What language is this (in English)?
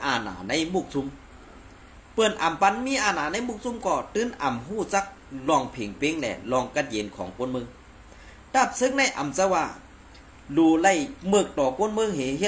Shan